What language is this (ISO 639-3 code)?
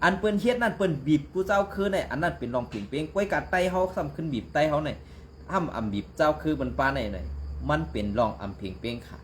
shn